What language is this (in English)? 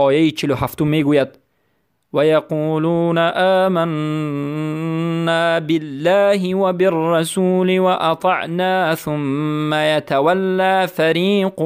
Persian